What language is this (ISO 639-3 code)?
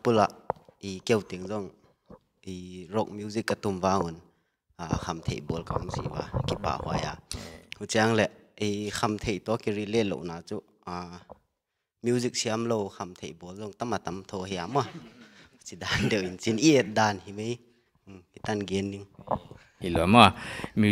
pck